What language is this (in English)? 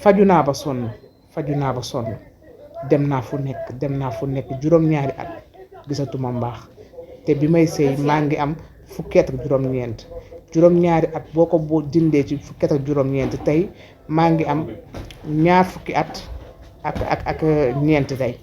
Wolof